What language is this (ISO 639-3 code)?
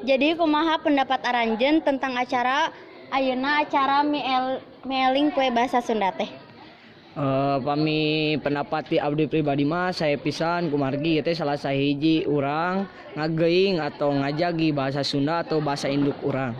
sun